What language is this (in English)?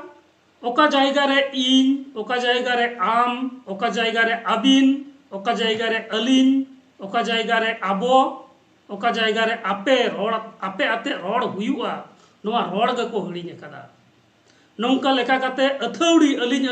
Santali